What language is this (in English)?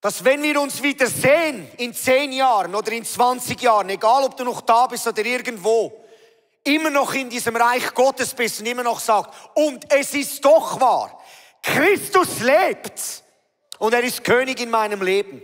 Swiss German